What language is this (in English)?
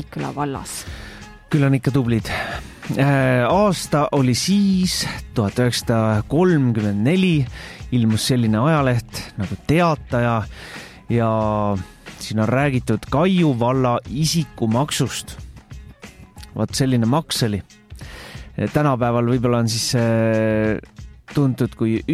Estonian